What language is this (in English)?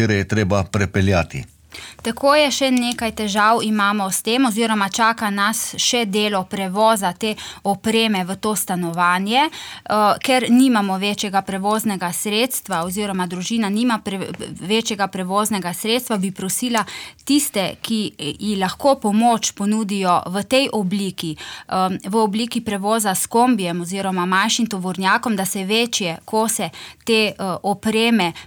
Slovenian